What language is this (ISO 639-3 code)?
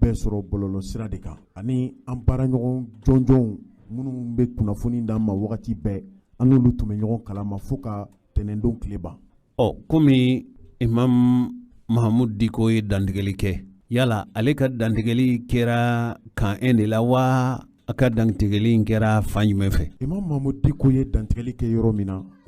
bam